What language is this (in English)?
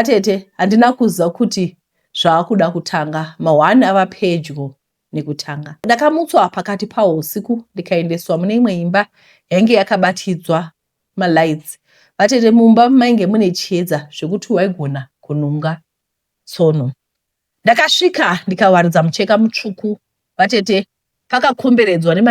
Shona